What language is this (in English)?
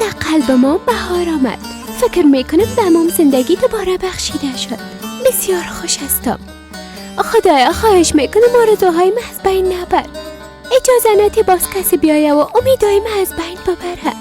Persian